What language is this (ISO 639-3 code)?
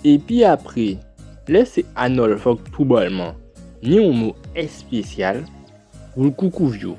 gcf